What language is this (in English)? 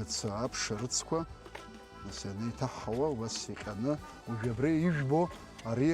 Abkhazian